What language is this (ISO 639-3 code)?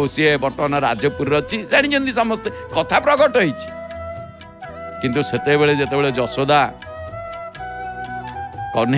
ori